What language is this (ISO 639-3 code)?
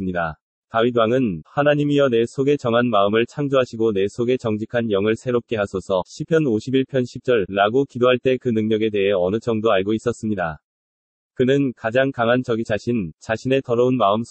kor